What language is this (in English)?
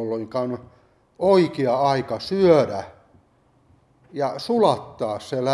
Finnish